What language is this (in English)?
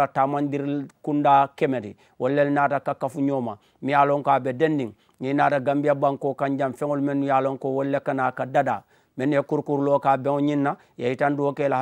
Mandingo